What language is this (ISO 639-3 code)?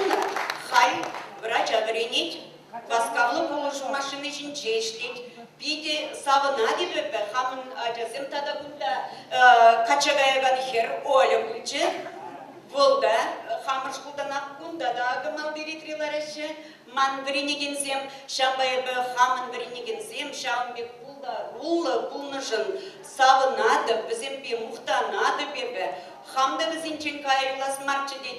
chv